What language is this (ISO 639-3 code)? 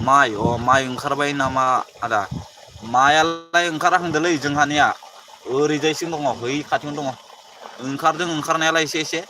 brx